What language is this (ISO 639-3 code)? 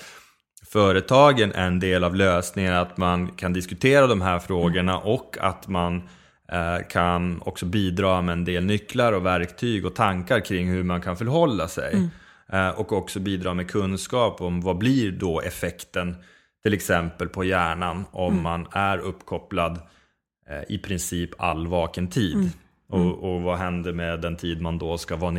swe